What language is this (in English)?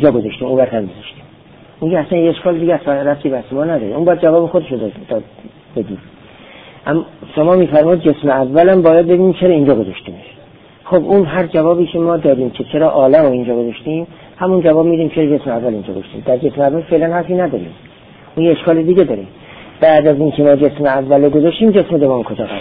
Persian